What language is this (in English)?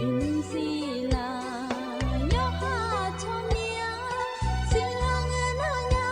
Akha